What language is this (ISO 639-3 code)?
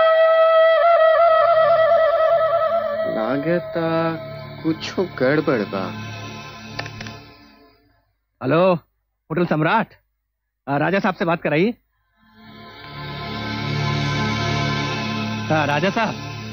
bho